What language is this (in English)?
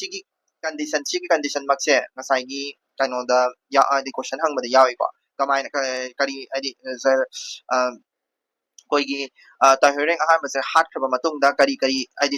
Manipuri